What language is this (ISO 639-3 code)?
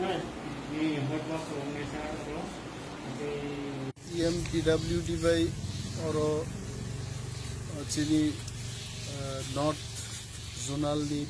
trp